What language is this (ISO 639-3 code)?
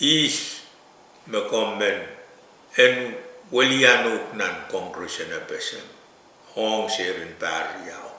pon